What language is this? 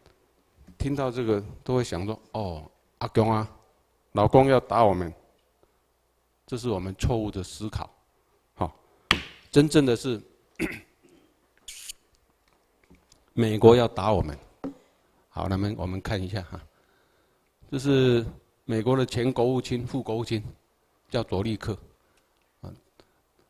Chinese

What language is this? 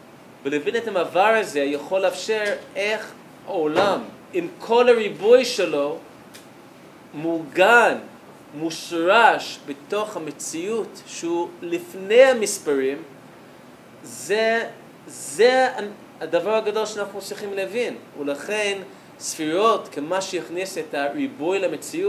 Hebrew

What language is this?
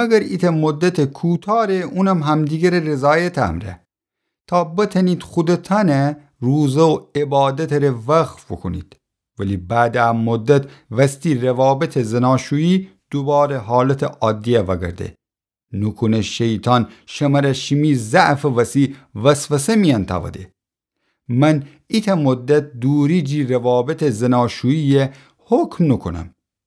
Gilaki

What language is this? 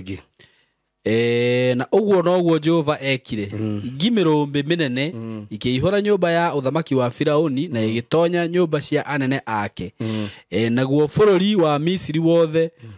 Kikuyu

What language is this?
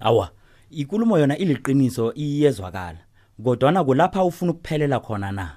South Ndebele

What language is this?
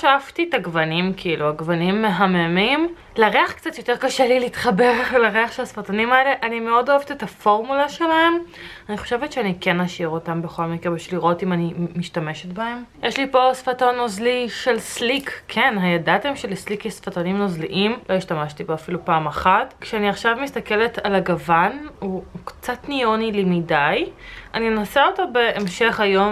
Hebrew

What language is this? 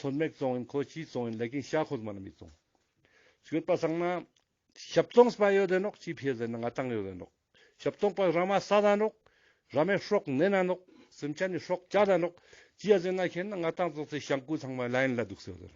Ladakhi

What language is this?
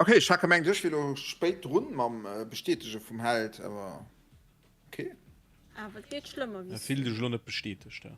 Luxembourgish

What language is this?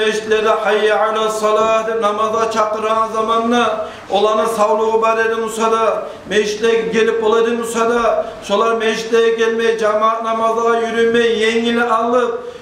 Kumyk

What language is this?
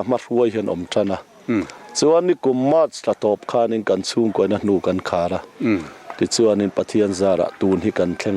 Mizo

